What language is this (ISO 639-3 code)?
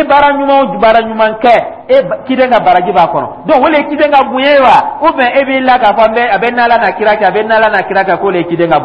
dyu